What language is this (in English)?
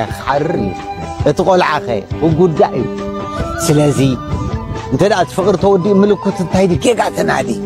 Tigrinya